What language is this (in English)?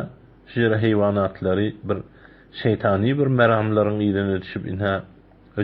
Turkmen